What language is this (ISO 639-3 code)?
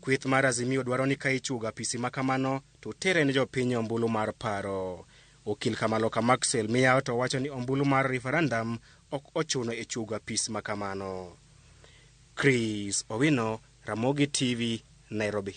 luo